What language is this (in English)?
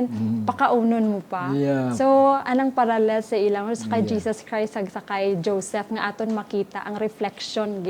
Hiligaynon